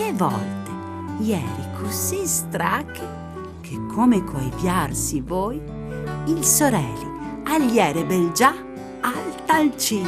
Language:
Friulian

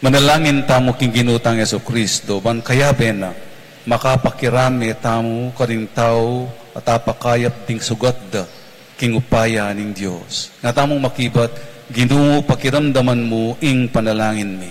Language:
Pampanga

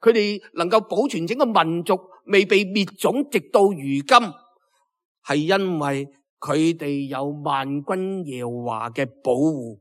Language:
Cantonese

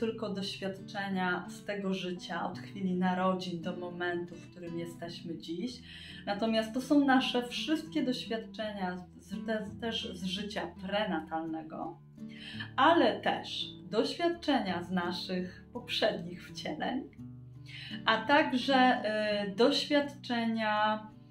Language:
Polish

